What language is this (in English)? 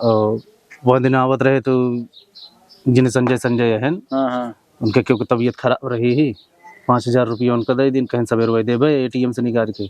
Awadhi